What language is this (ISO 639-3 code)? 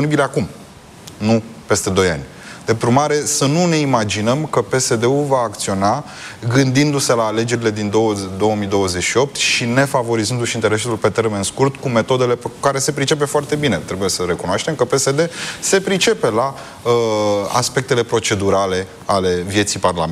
ron